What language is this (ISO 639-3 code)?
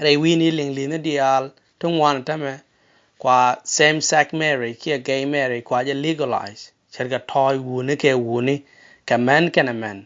nus